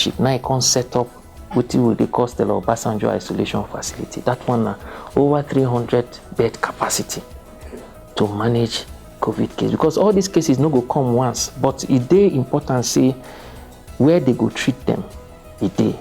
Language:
Nigerian Pidgin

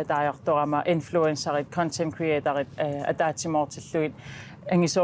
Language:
Kalaallisut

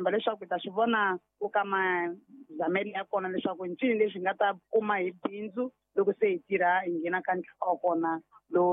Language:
Tsonga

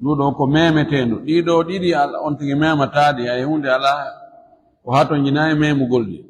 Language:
Fula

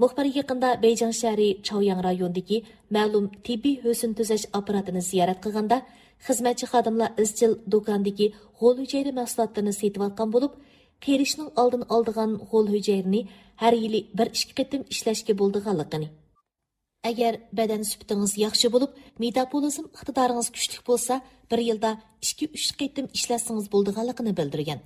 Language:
Uyghur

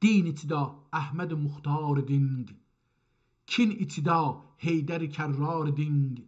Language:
South Azerbaijani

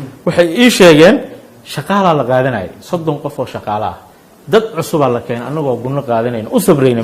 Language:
Somali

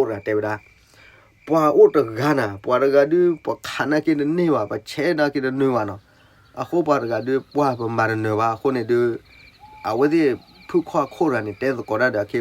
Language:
S'gaw Karen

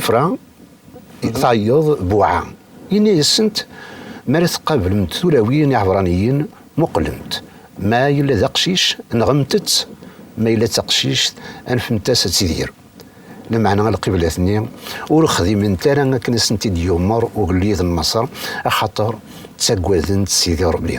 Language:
Kabyle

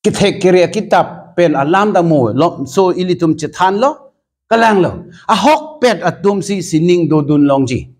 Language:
Karbi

